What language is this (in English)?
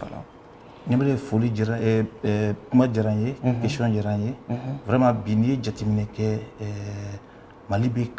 Bambara